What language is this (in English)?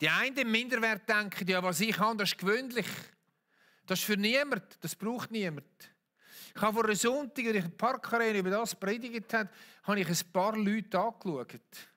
Swiss German